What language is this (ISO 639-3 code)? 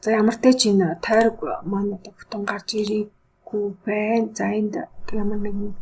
mon